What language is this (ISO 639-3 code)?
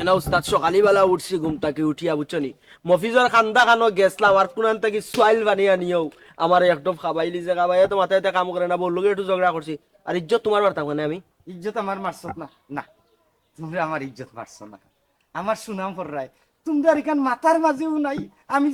syl